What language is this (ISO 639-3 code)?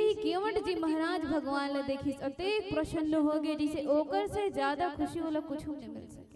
hne